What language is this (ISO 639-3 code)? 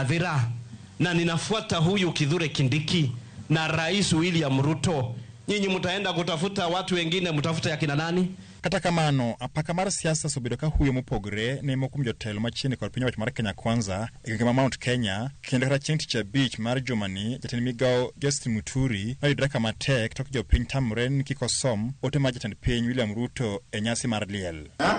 luo